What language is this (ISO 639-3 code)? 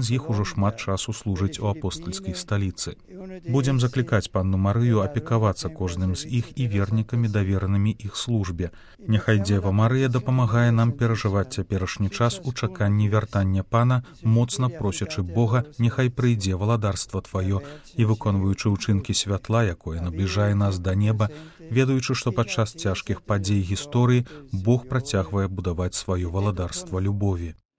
bel